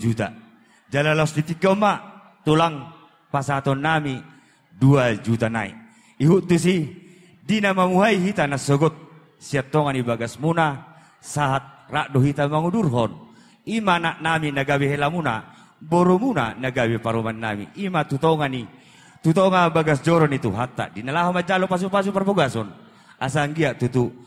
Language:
Batak Toba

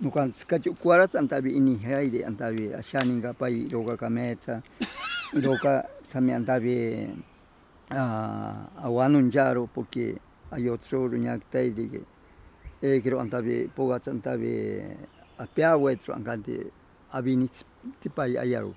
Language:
Ashéninka Perené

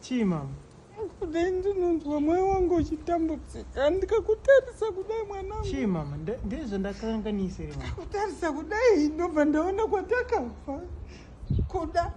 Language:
Shona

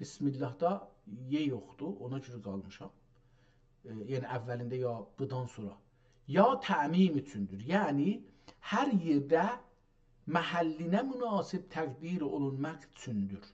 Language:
South Azerbaijani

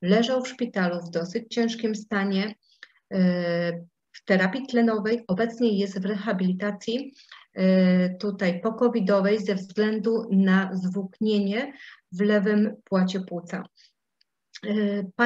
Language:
Polish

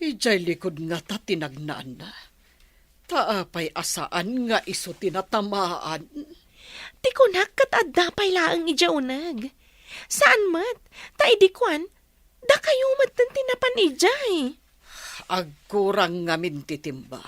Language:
Iloko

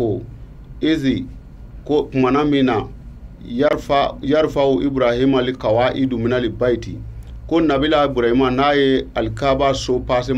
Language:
Bambara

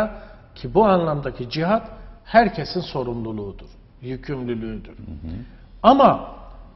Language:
Turkish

